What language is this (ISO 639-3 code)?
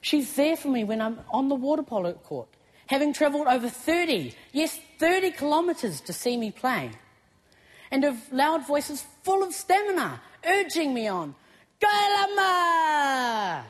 mri